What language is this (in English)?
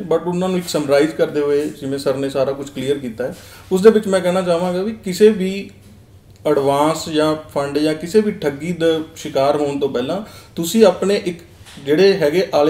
Punjabi